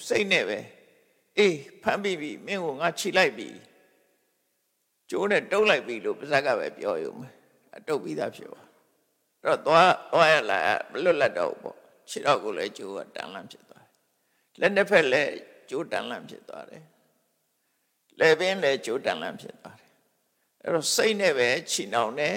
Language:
Burmese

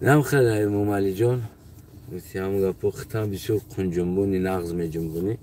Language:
Tajik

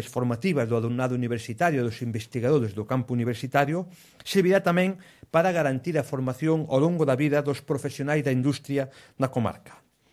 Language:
Galician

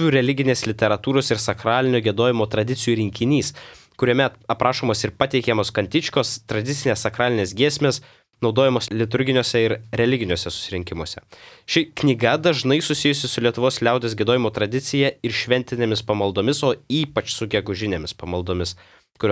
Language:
Lithuanian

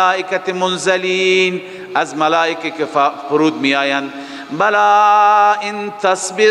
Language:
Persian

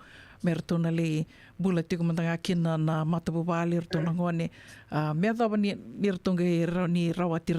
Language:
Fijian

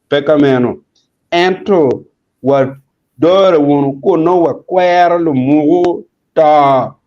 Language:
Acoli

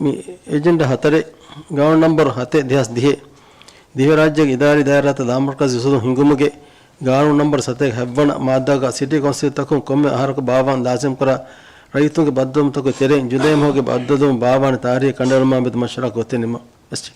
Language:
Divehi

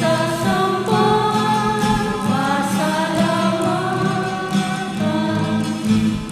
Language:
Pampanga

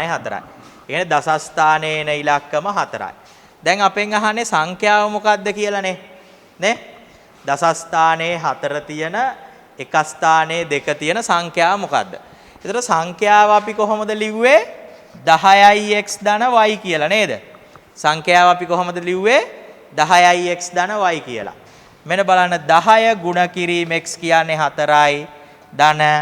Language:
Sinhala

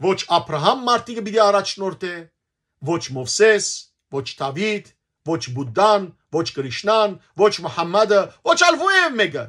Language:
Western Armenian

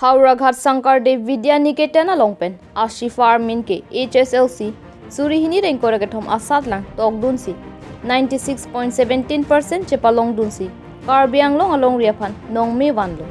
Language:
Karbi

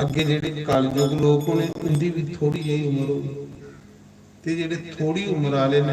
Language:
Dogri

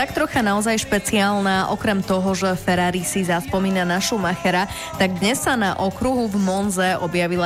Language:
Slovak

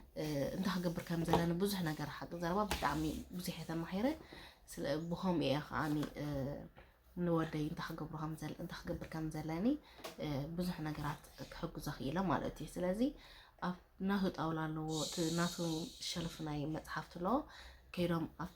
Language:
Tigrinya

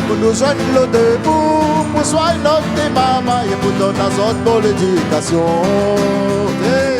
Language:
Réunion Creole French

